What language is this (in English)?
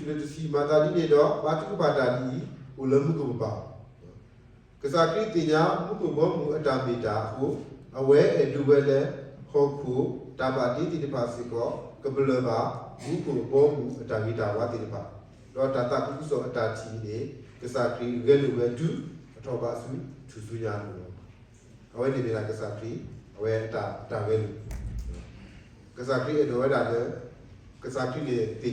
S'gaw Karen